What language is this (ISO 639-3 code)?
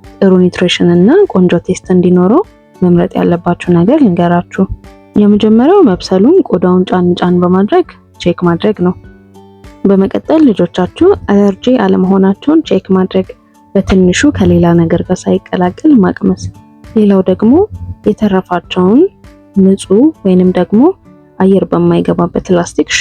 amh